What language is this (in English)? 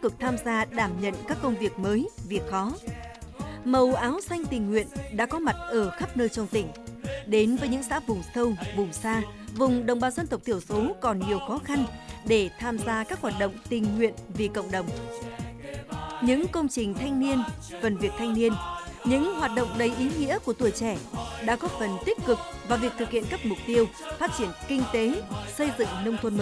Vietnamese